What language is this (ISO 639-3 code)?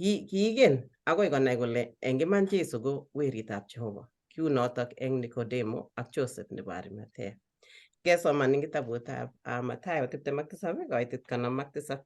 kln